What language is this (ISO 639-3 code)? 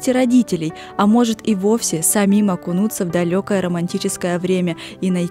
rus